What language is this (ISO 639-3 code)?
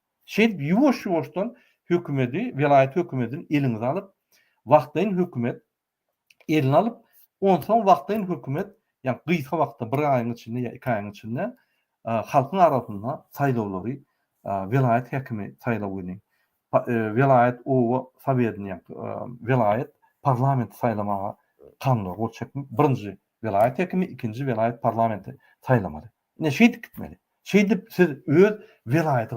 tuk